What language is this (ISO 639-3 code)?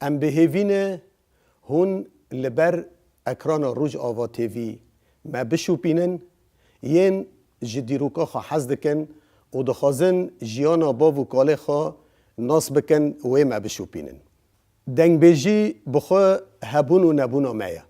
kur